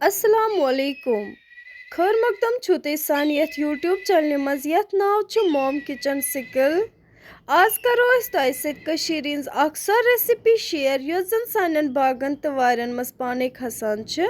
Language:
Kashmiri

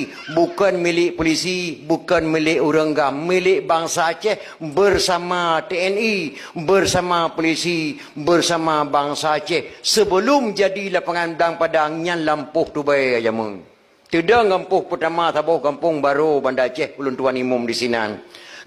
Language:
Achinese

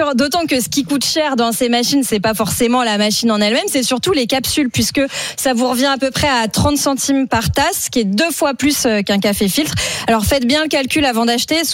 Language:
French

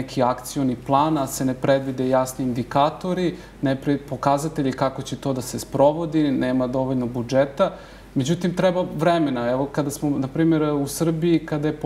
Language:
Serbian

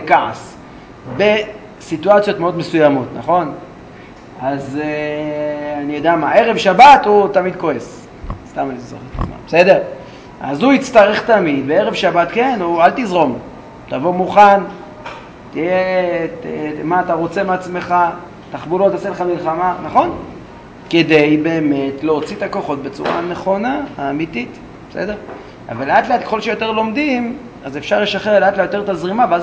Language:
Hebrew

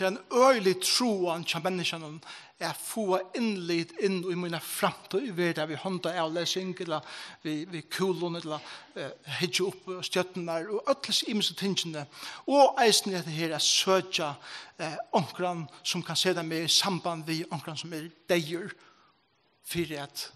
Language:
Faroese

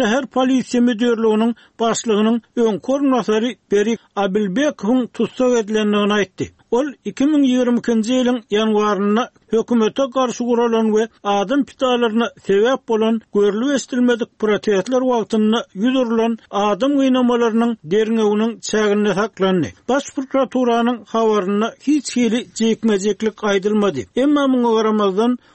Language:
Turkmen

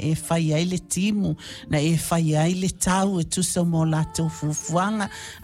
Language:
Samoan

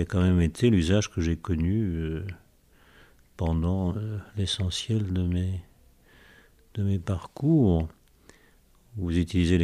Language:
French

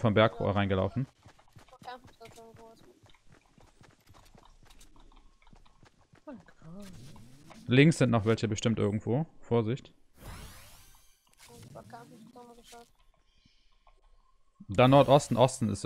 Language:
German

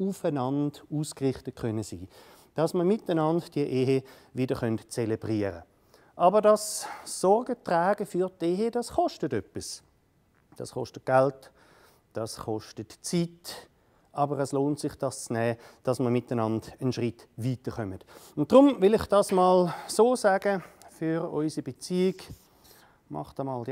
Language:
Swiss German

